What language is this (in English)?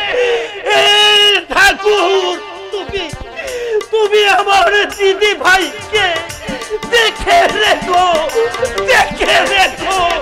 Bangla